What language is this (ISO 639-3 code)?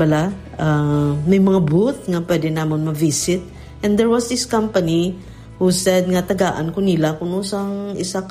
hil